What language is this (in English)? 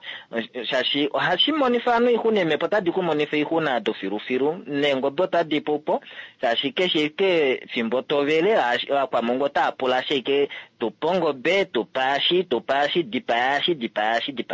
Kuanyama